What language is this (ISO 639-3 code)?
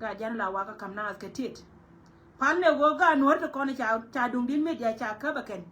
nus